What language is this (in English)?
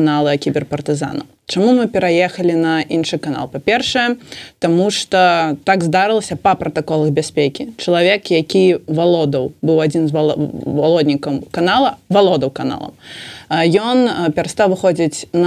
Belarusian